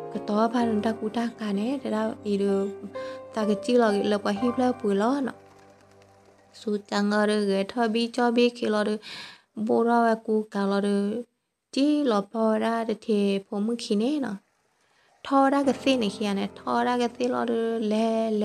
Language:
S'gaw Karen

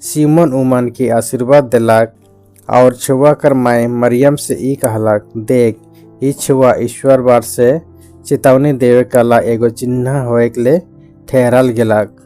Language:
Sadri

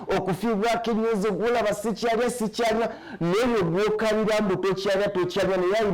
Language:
Ganda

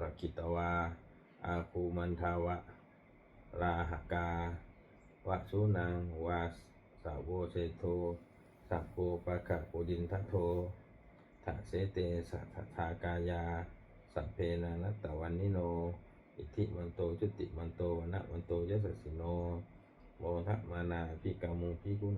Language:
Pali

